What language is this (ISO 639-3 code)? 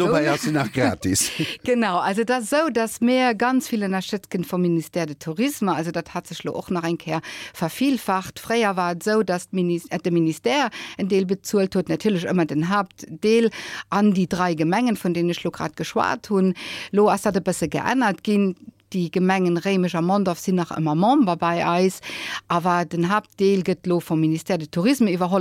ltz